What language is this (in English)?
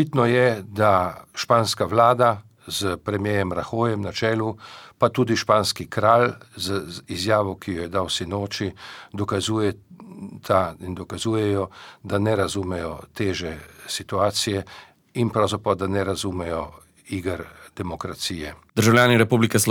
Slovenian